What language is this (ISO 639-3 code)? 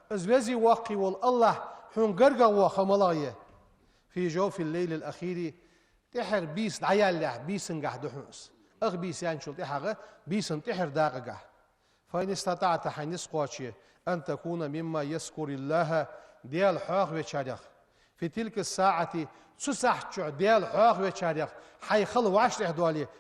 inh